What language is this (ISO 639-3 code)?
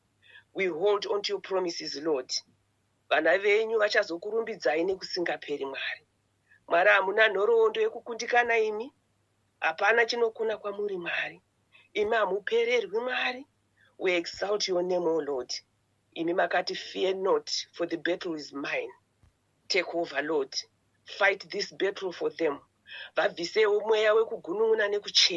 sna